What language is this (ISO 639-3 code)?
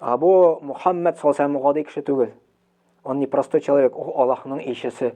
tat